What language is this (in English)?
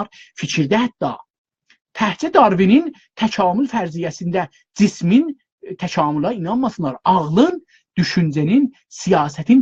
South Azerbaijani